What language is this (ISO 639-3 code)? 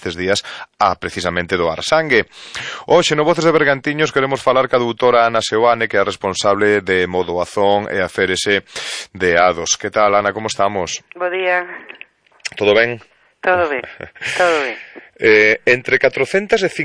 glg